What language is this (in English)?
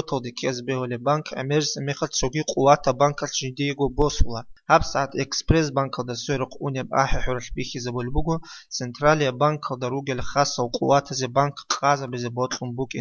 Avaric